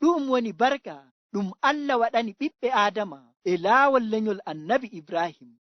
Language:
Fula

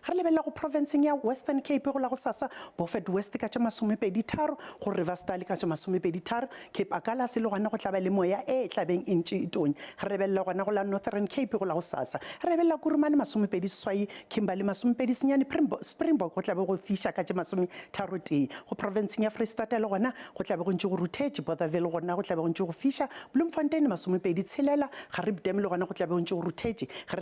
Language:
Northern Sotho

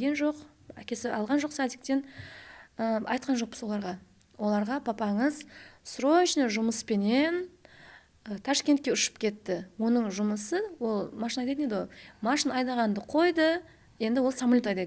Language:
Kara-Kalpak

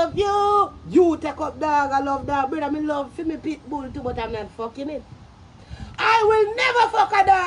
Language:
Jamaican Creole English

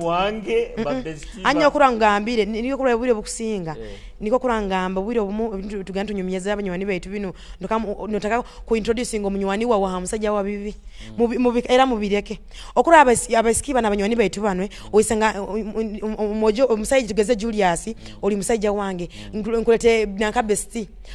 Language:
Nyoro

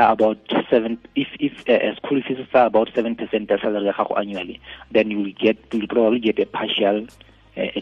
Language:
Tswana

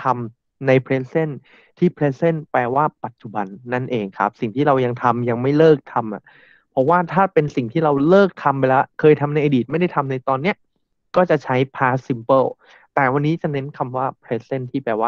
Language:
Thai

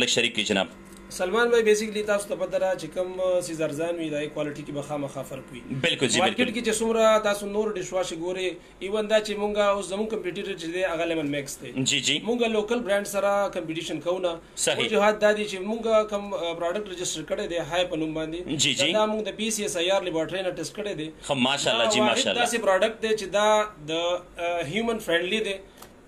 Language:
Pashto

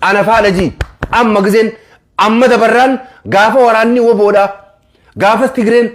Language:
Oromo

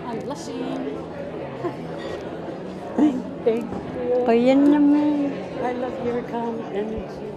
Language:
Inuktitut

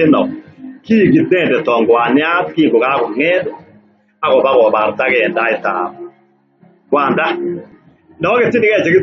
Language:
Kalenjin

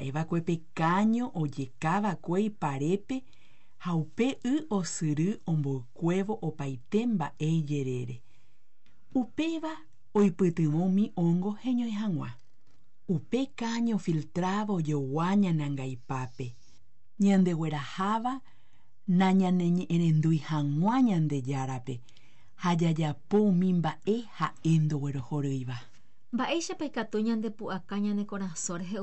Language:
Guarani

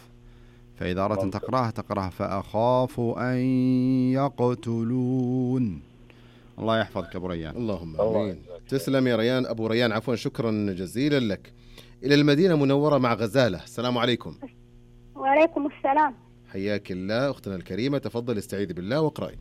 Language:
Arabic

